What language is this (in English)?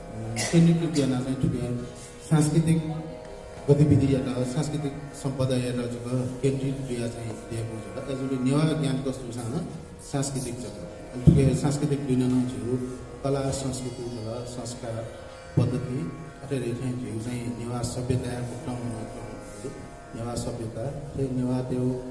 Newari